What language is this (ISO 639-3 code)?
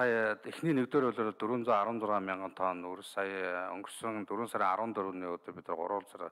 mon